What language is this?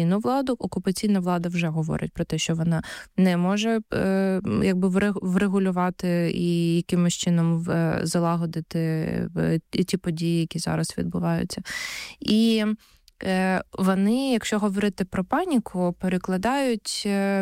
Ukrainian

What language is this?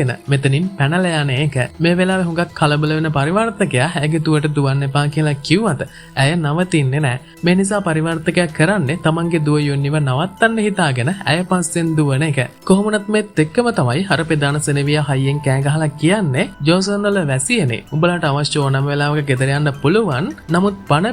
Sinhala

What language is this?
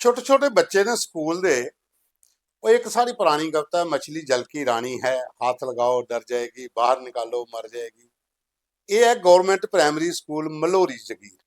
Dogri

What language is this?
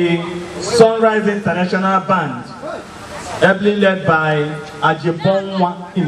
Igbo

